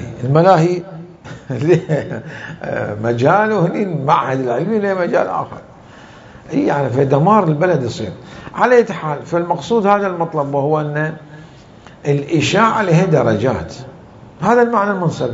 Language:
Mesopotamian Arabic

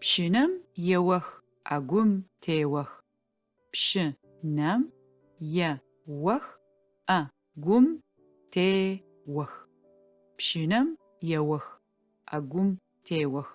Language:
Adyghe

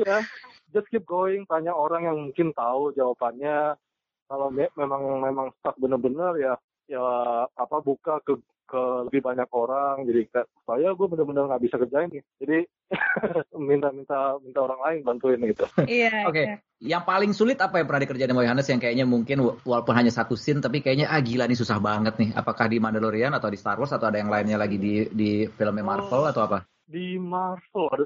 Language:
Indonesian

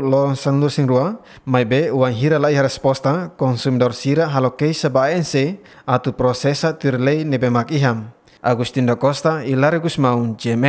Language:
Tetum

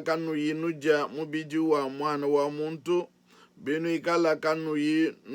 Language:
Luba-Lulua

